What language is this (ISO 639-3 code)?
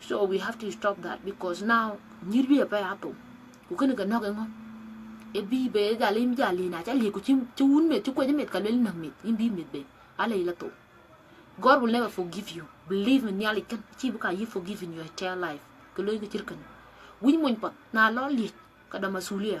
din